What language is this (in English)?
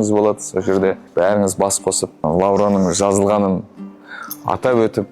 Kazakh